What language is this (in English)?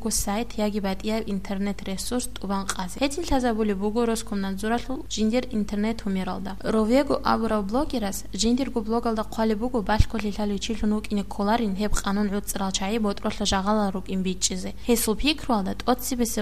Avaric